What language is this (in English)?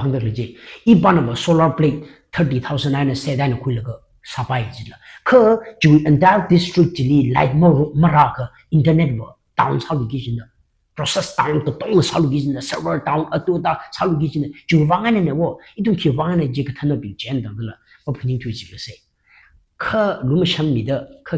Tangkhul Naga (India)